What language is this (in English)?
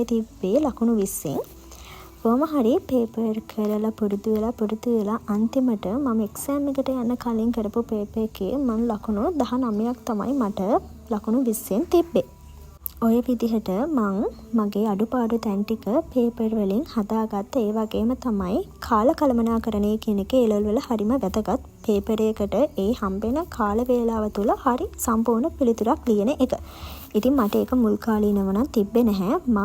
Sinhala